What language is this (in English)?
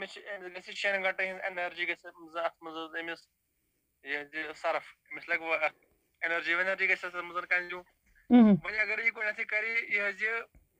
Kashmiri